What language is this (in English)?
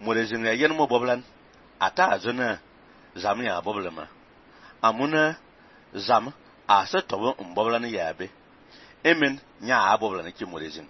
Fang